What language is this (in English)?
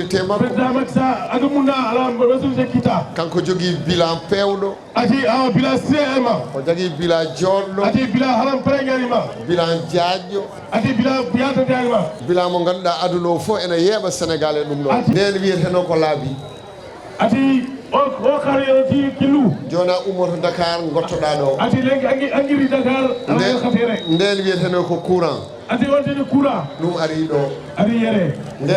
Fula